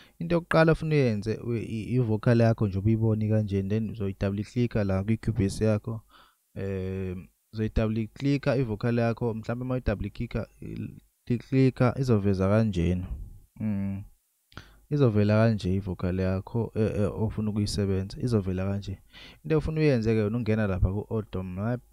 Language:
Zulu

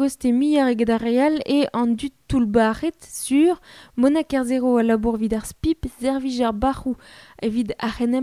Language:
Breton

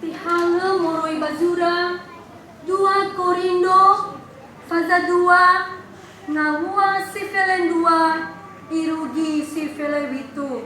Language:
Nias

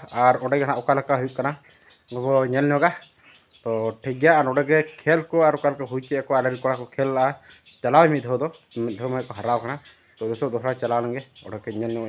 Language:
Santali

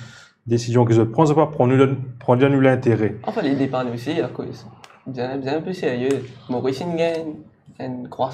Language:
Morisyen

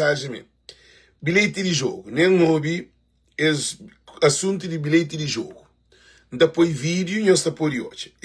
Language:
Kabuverdianu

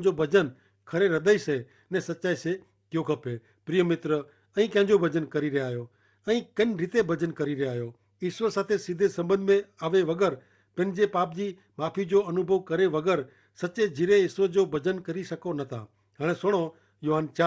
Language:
Kachhi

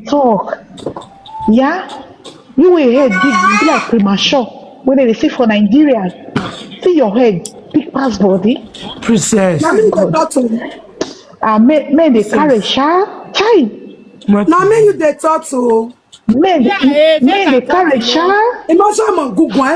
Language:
Nigerian Pidgin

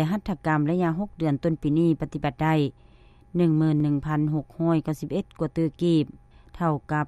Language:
Lao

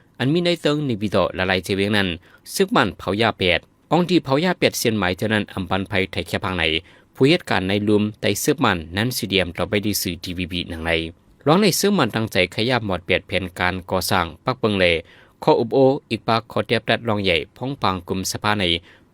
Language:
Shan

